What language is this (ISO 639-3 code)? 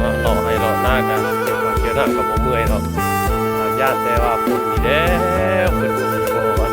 tts